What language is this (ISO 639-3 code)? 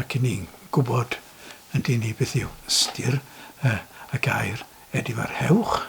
cym